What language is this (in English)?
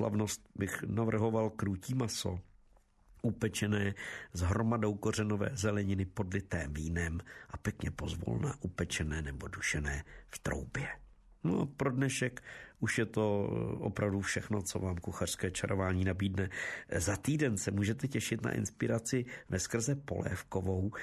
Czech